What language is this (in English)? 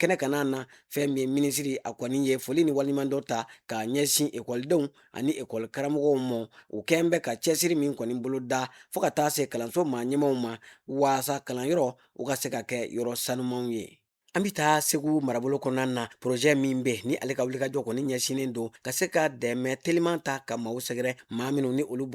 Bambara